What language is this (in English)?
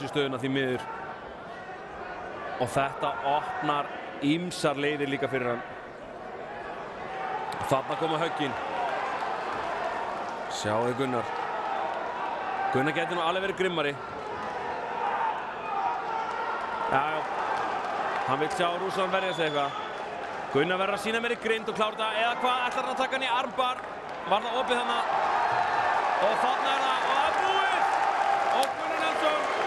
Icelandic